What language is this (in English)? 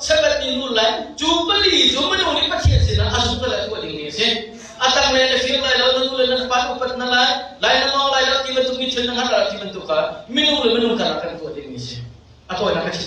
Hakha Chin